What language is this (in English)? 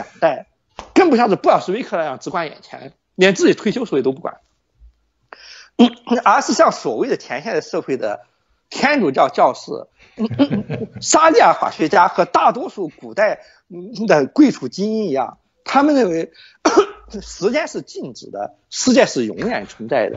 Chinese